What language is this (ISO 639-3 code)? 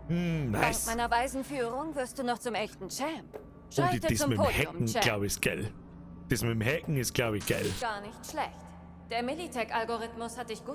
bar